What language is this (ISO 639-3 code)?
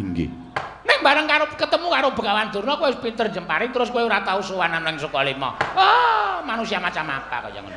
jav